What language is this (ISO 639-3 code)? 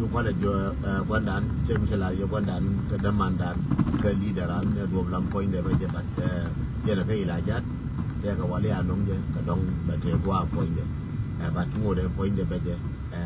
nus